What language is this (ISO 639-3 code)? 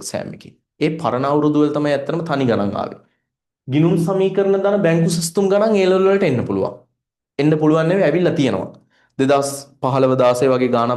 sin